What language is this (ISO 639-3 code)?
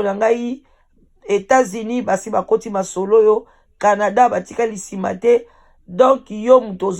lin